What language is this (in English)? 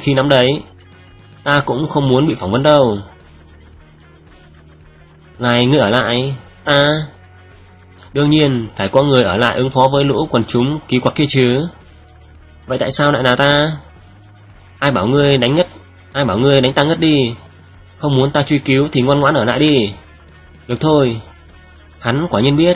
Vietnamese